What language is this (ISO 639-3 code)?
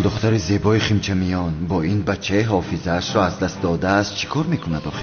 tgk